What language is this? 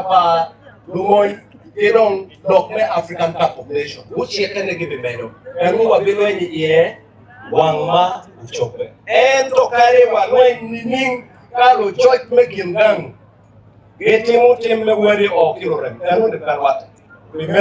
Acoli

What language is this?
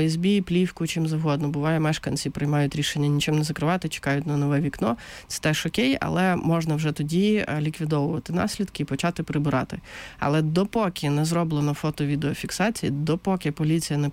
Ukrainian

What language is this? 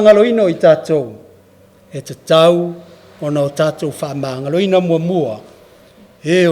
Samoan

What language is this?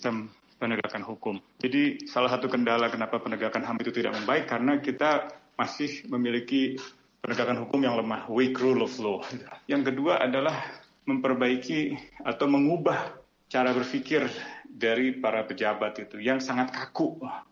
Indonesian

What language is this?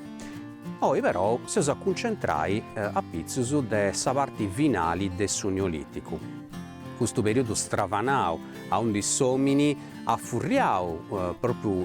Sardinian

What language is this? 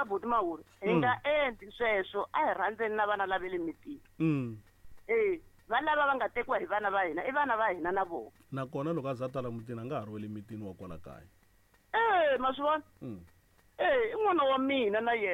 Tsonga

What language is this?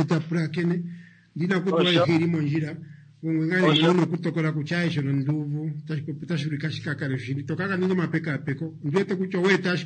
Kuanyama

